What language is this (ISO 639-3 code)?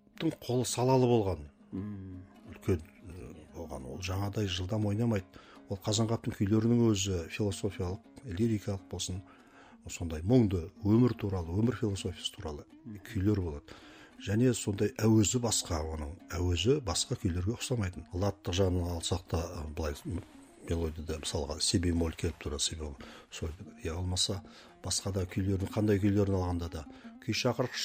kaz